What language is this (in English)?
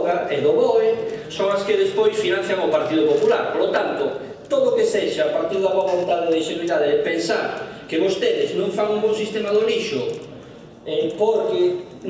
Galician